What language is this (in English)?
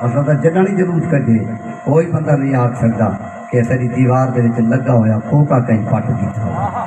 Saraiki